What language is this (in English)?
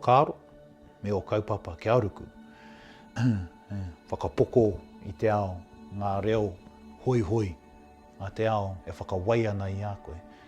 Māori